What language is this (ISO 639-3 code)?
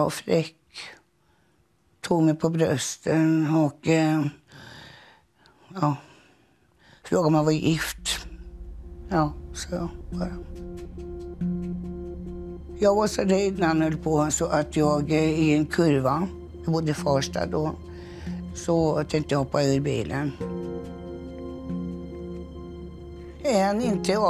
swe